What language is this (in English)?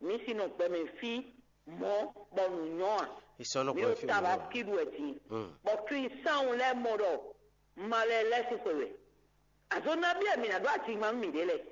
Fon